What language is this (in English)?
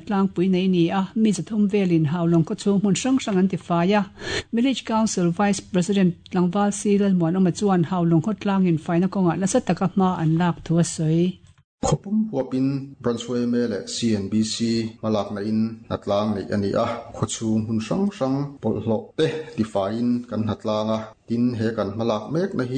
Mizo